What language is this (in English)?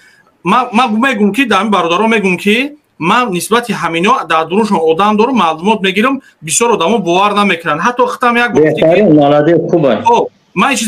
Tajik